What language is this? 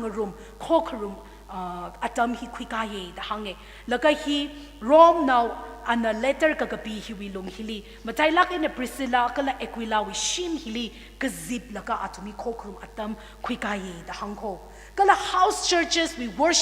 Tangkhul Naga (India)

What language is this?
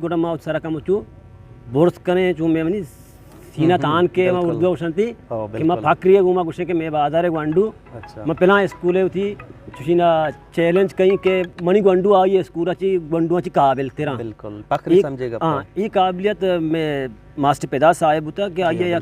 Eastern Balochi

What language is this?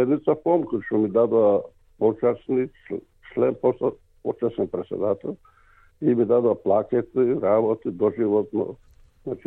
Macedonian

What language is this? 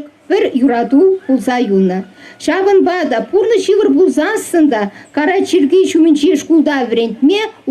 Chuvash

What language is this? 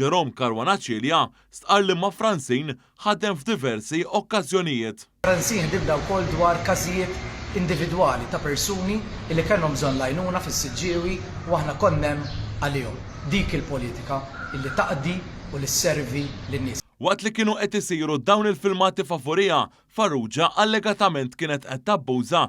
Maltese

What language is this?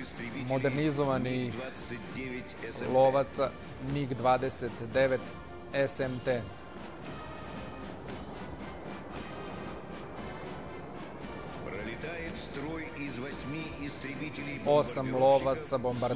Serbian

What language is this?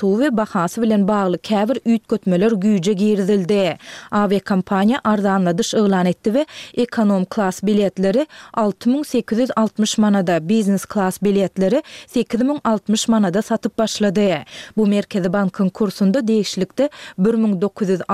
Turkmen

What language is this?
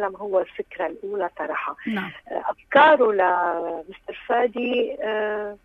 North Levantine Arabic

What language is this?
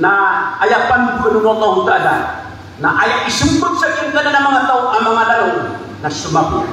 Maranao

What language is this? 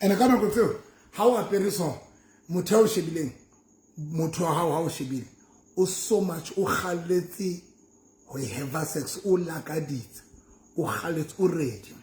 Southern Sotho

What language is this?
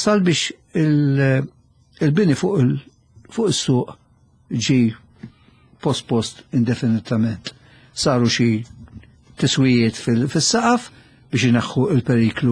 Maltese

